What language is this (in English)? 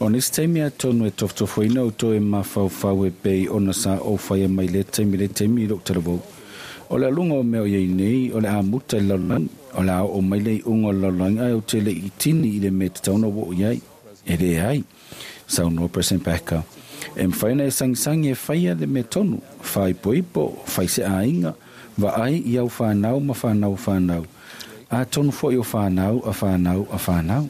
Samoan